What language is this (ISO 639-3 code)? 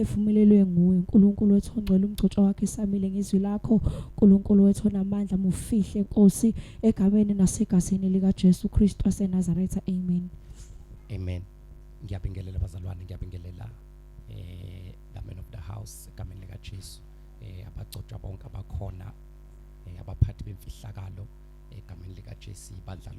zul